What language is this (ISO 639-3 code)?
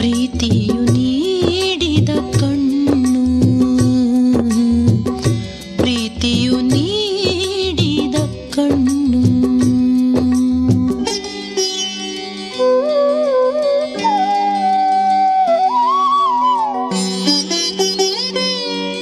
kan